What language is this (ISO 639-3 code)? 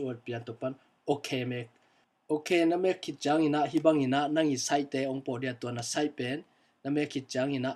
ctd